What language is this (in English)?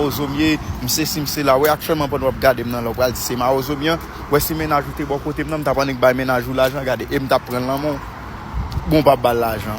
Haitian Creole